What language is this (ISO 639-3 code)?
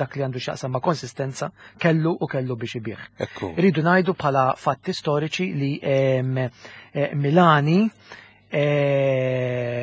mlt